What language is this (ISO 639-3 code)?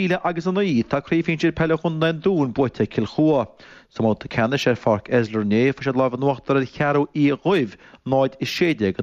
gle